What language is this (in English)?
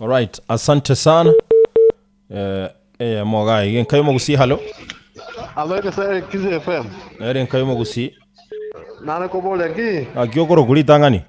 Gusii